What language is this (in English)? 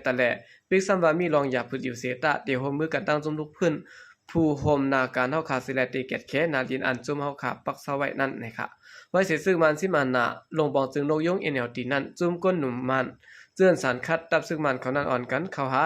Shan